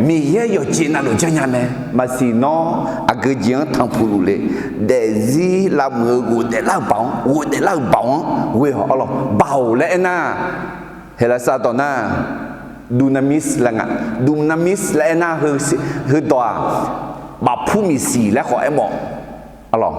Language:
Akha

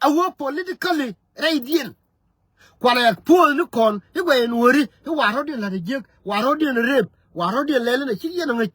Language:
Nuer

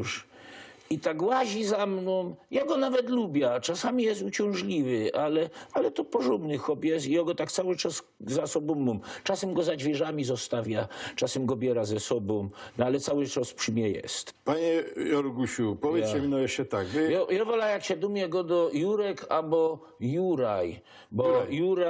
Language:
Silesian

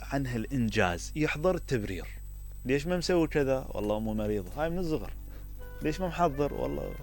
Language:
Mesopotamian Arabic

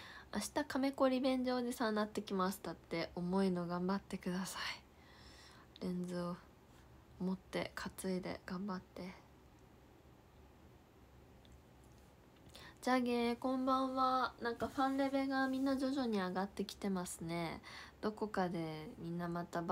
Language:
Japanese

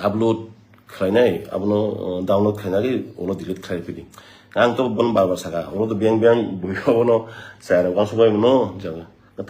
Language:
Kok Borok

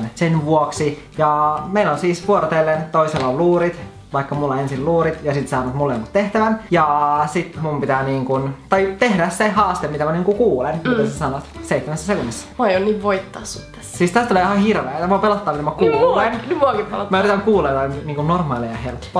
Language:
Finnish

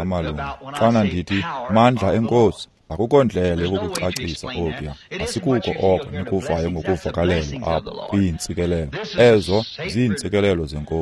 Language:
Xhosa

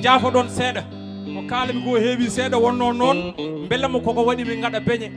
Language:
Fula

